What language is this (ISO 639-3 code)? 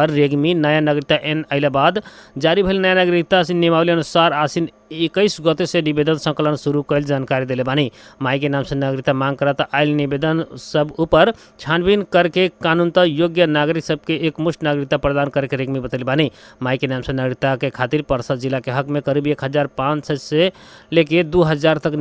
bho